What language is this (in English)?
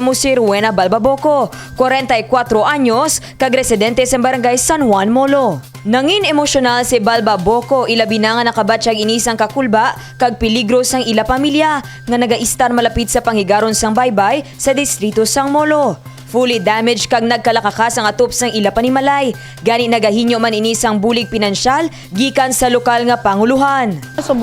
Hiligaynon